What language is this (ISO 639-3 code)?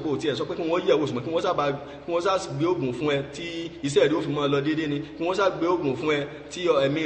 yor